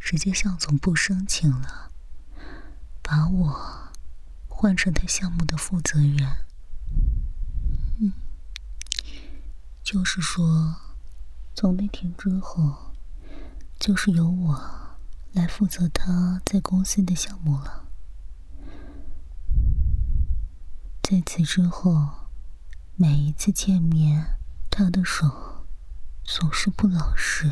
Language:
Chinese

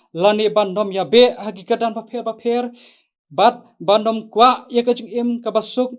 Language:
Khasi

